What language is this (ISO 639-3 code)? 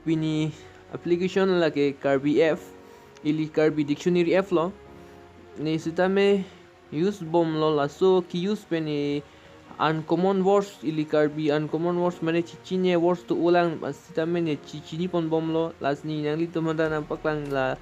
mjw